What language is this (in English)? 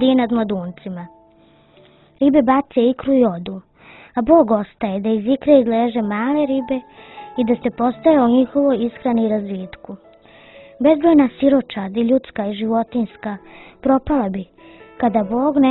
Serbian